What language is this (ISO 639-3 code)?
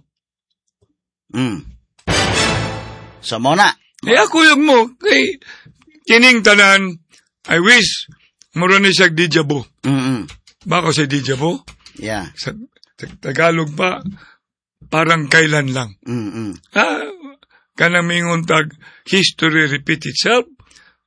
ceb